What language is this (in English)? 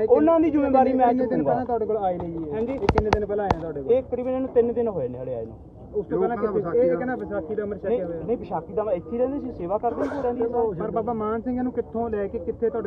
Punjabi